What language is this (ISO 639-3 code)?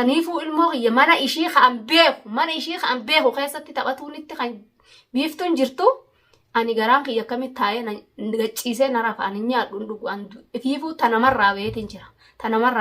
orm